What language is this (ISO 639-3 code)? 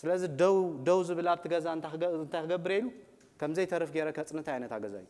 tir